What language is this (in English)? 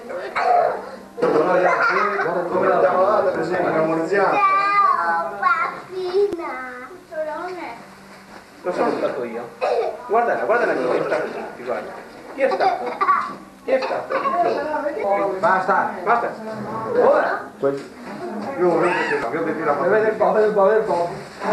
Italian